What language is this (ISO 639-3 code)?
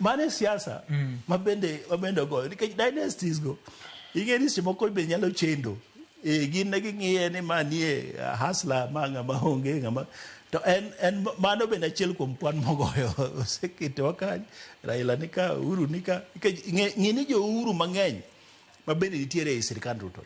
luo